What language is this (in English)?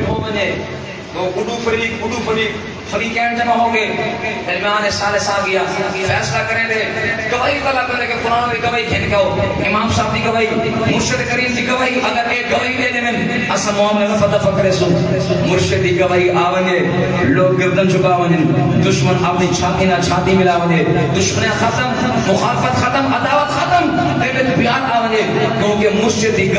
Saraiki